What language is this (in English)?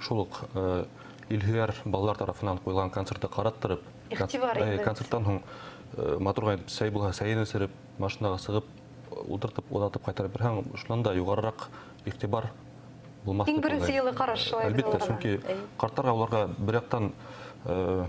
Bashkir